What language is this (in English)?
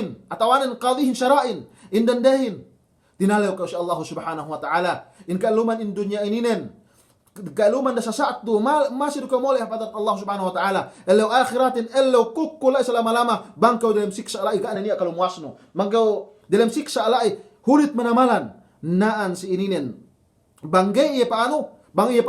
Yakan